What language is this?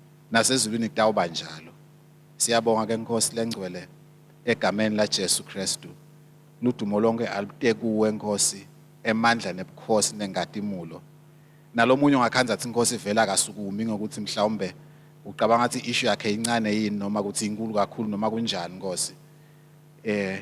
Swati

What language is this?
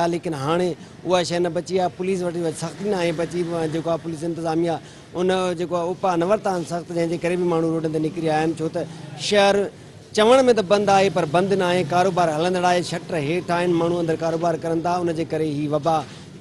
Sindhi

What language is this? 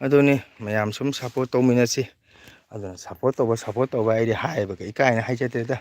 Manipuri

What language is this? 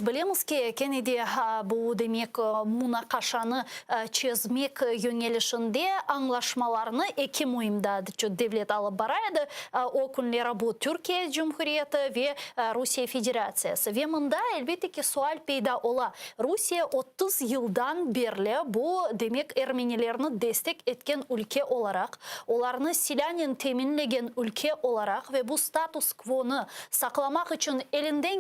Crimean Tatar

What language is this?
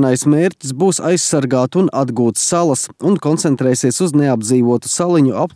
Latvian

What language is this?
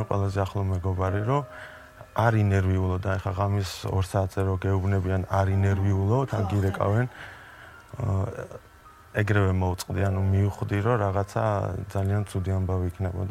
Georgian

